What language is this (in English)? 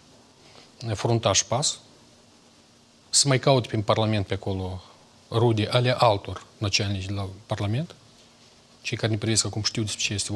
Romanian